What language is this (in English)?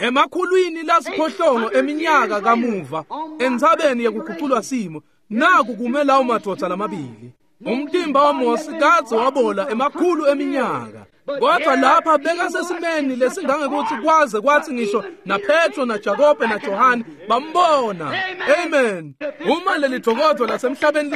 Swati